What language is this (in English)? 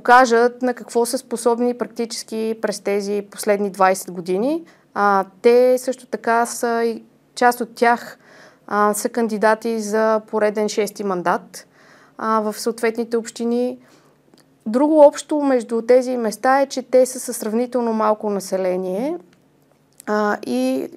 Bulgarian